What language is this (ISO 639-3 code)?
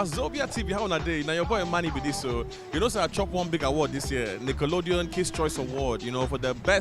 pcm